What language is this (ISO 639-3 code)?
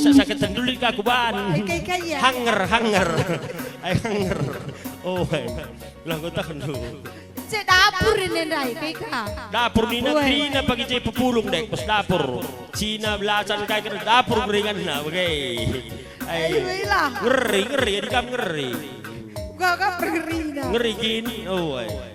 btx